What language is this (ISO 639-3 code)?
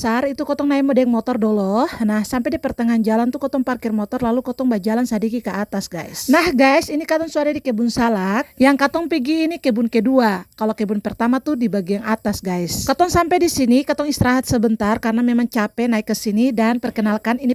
abs